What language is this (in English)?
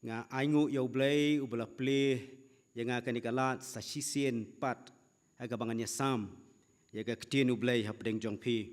Khasi